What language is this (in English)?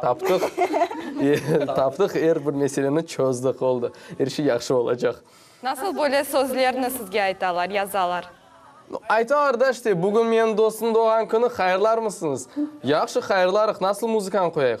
Crimean Tatar